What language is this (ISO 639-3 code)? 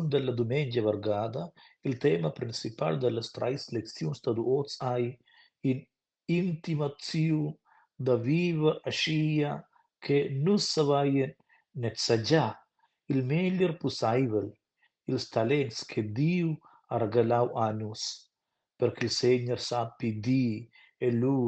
roh